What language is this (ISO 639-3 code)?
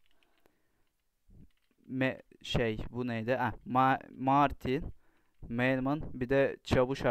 tur